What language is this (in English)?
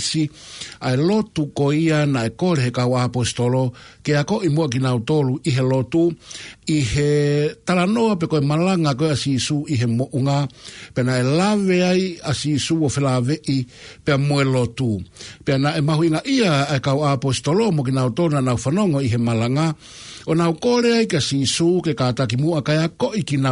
Tongan